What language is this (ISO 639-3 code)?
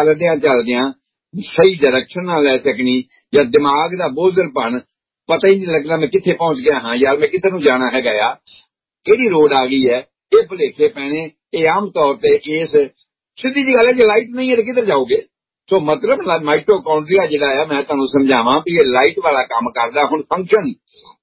pan